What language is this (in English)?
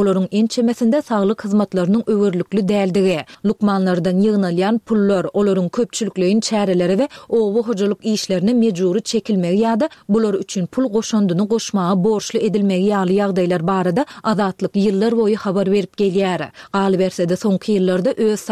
Turkmen